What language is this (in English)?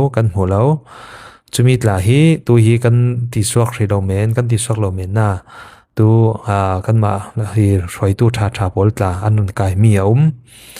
Falam Chin